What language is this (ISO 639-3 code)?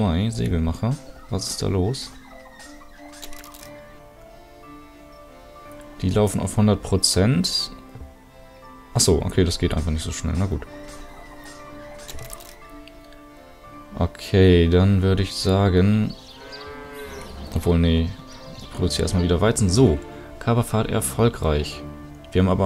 deu